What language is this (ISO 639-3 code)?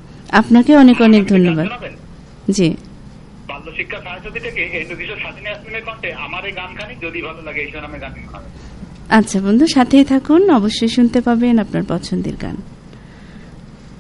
ben